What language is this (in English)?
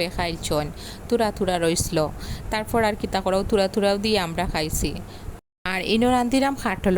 Sylheti